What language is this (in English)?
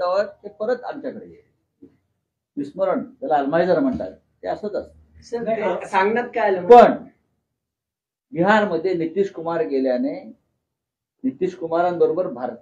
Marathi